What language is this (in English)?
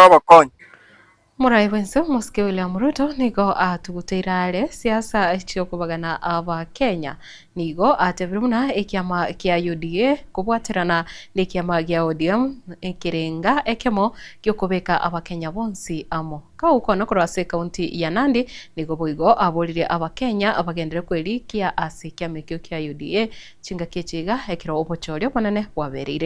Gusii